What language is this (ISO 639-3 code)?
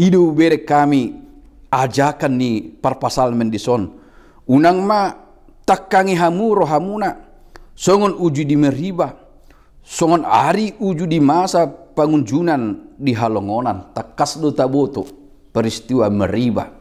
bbc